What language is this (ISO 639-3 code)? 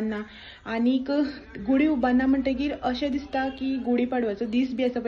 kok